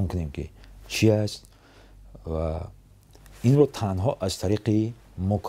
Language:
Tajik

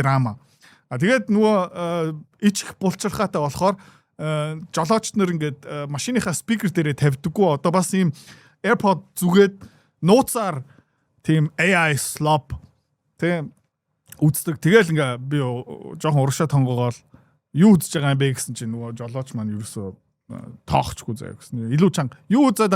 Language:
Mongolian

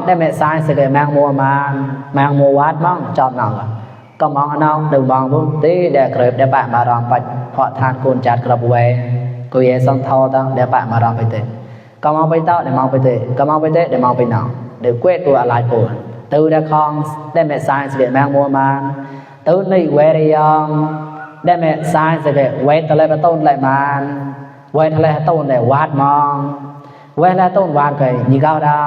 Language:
Mon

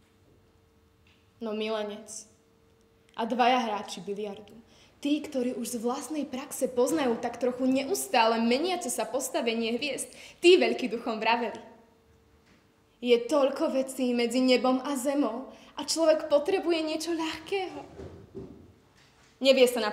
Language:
Slovak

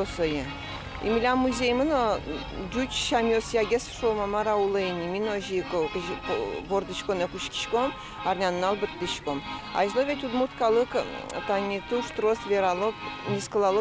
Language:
Udmurt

